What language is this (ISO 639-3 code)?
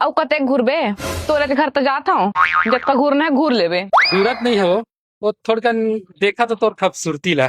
hne